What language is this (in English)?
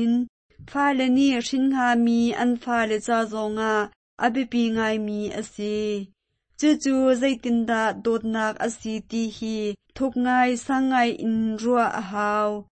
Hakha Chin